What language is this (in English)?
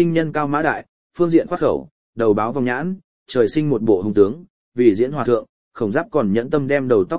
Vietnamese